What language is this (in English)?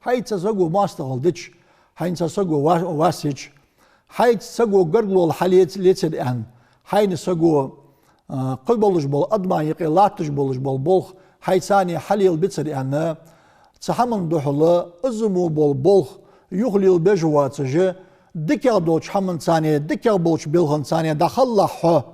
Ingush